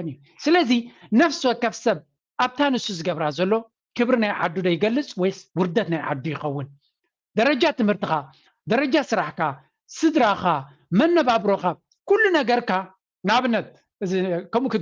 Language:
Tigrinya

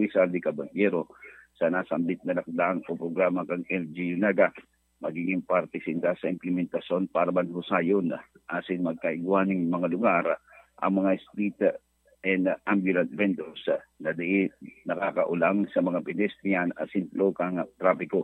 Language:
Bikol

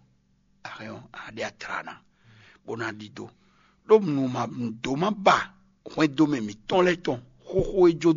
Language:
Fon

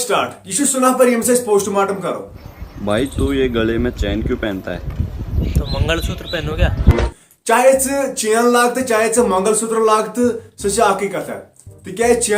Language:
Kashmiri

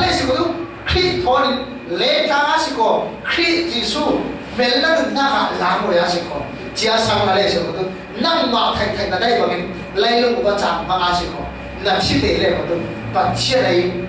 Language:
Falam Chin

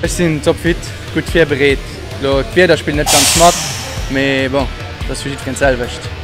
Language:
Luxembourgish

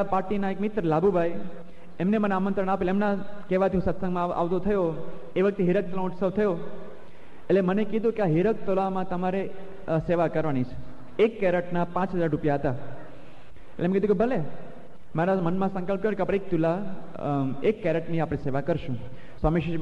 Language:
Gujarati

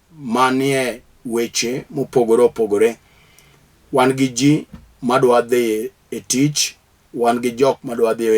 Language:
Luo (Kenya and Tanzania)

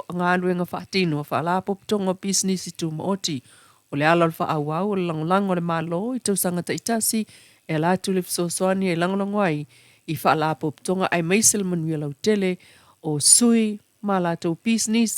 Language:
Samoan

